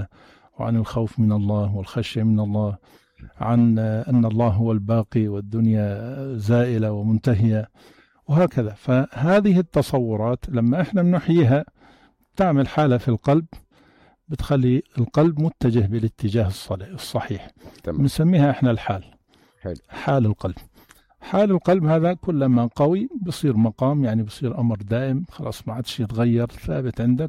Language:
North Levantine Arabic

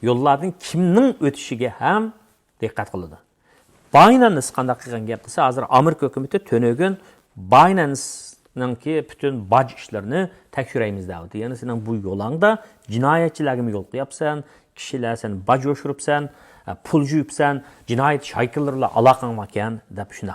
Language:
Uyghur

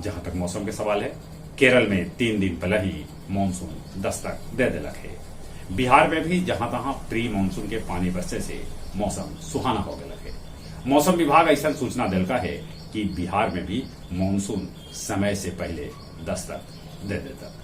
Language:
Magahi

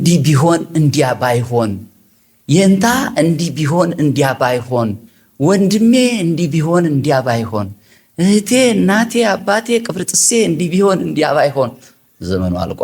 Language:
Amharic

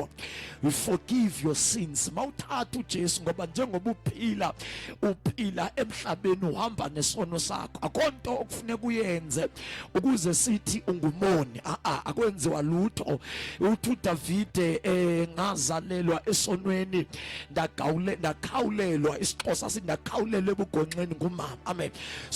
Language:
Zulu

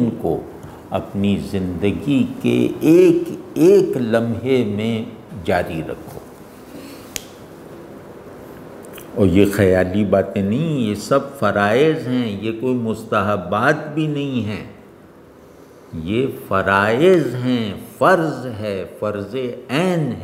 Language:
Urdu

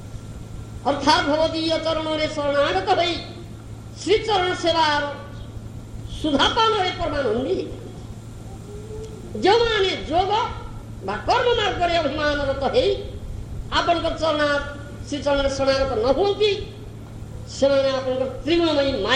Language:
Odia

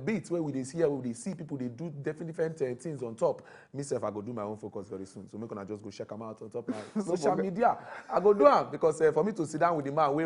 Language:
Nigerian Pidgin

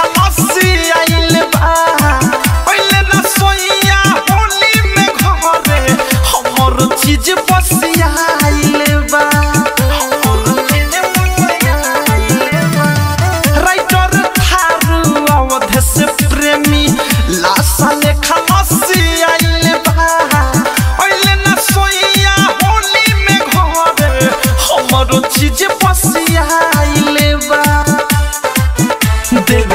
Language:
Bhojpuri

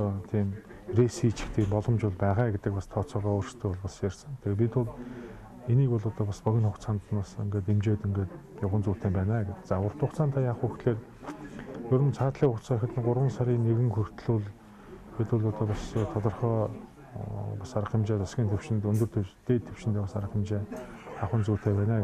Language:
Mongolian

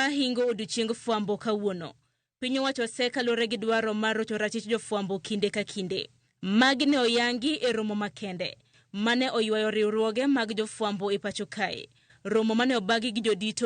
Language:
Luo (Kenya and Tanzania)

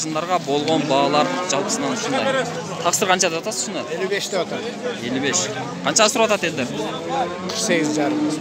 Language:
Kyrgyz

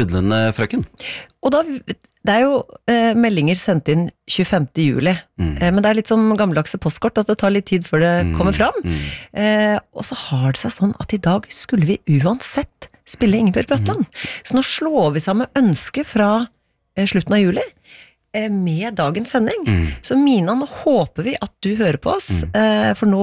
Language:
Norwegian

